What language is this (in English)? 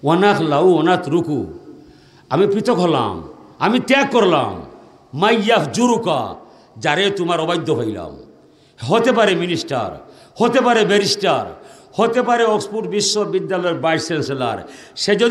Sylheti